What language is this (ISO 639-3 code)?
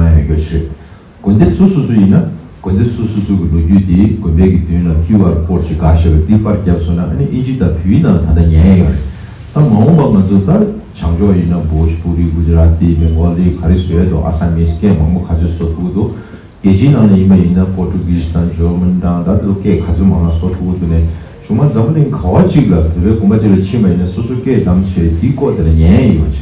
bod